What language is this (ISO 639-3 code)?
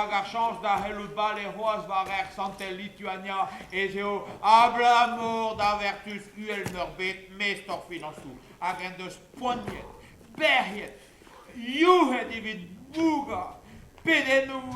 bre